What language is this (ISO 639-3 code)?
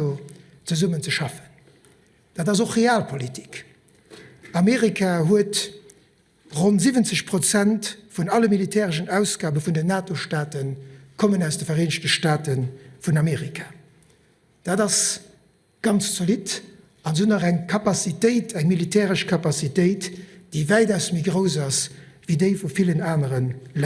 ltz